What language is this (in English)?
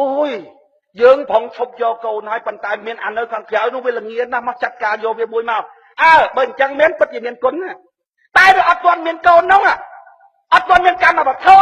Khmer